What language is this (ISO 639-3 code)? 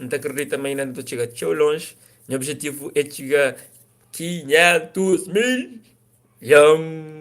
kea